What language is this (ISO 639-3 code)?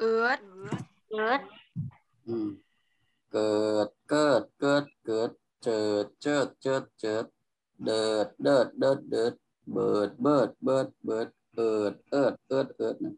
shn